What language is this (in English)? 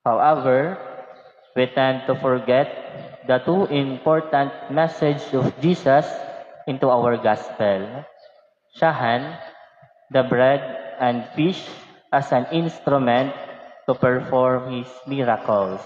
Waray